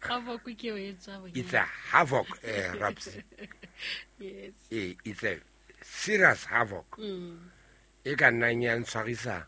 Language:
Southern Sotho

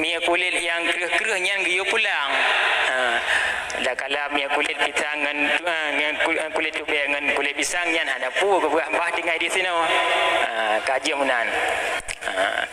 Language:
Achinese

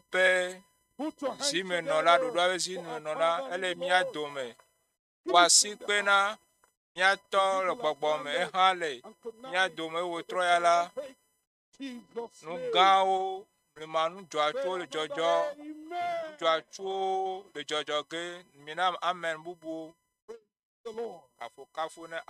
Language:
Ewe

